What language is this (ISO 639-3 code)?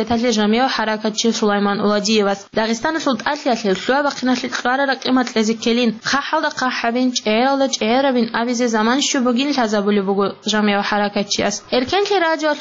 ava